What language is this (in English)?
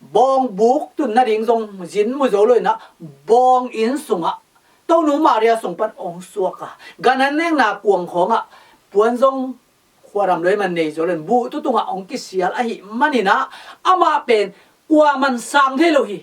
Tedim Chin